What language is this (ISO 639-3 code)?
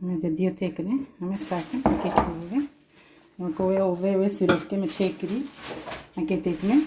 kur